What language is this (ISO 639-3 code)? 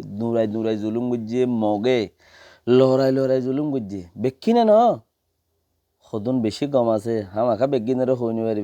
rhg